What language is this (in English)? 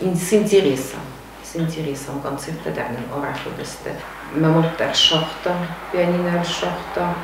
Ossetic